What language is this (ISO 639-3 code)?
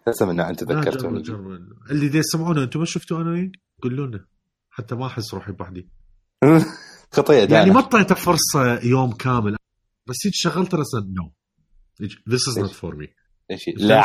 acm